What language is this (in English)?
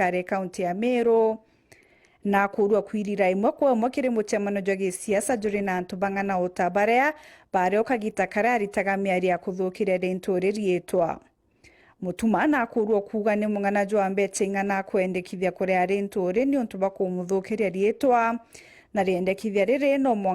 Meru